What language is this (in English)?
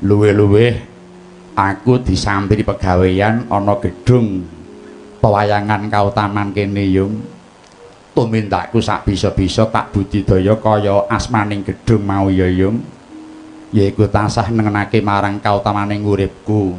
Javanese